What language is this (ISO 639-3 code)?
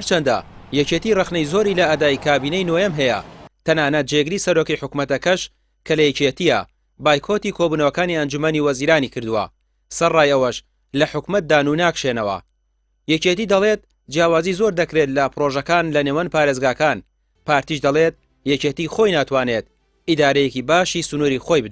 ckb